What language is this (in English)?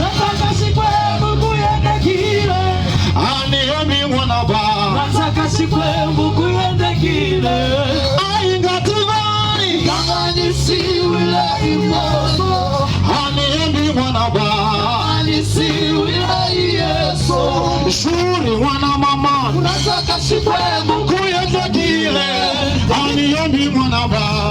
Tsonga